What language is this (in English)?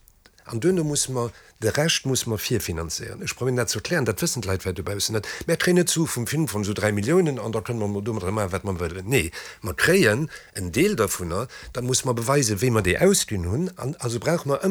Luxembourgish